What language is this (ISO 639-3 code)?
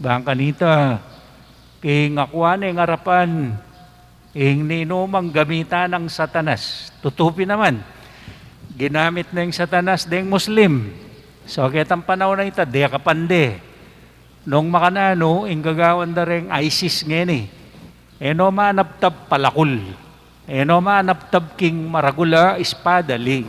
pam